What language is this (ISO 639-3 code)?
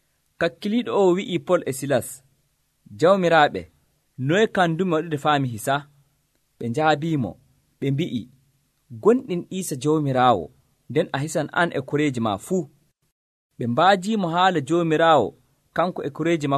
fuv